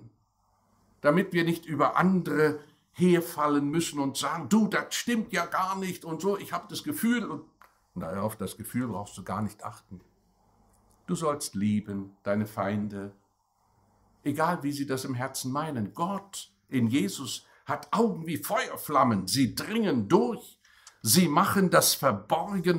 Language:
German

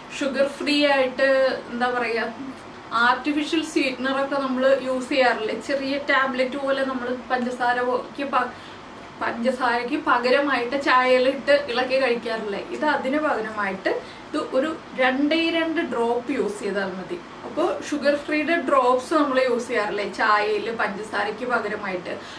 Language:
Malayalam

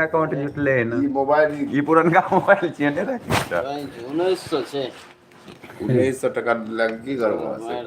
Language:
Maithili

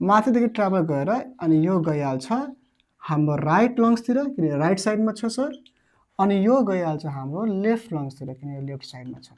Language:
Nepali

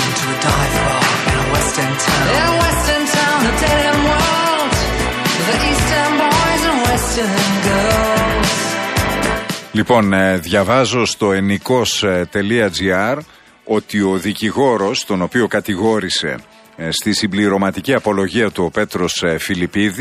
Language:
Greek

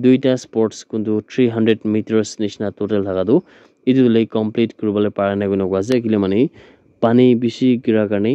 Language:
Naga Pidgin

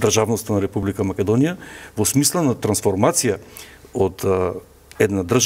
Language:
Macedonian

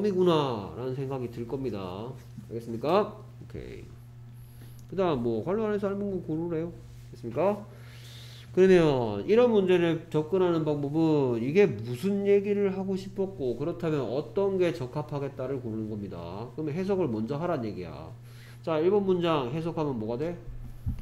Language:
Korean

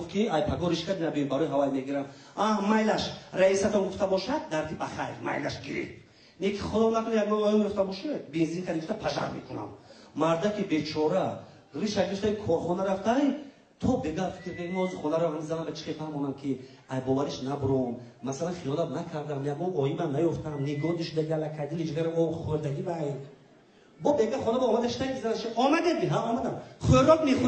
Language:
Tajik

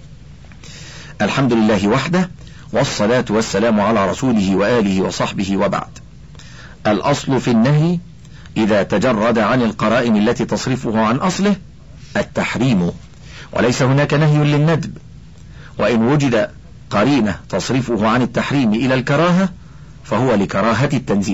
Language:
Arabic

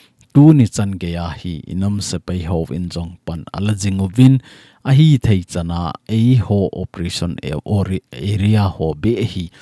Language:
Thado Chin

